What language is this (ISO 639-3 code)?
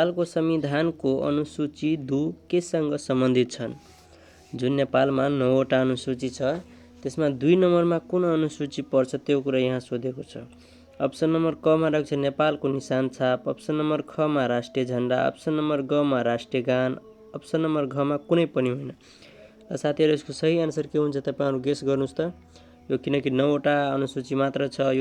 nep